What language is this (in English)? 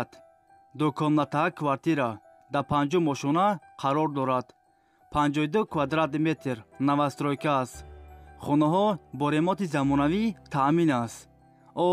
Tajik